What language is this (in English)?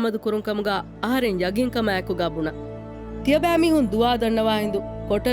Divehi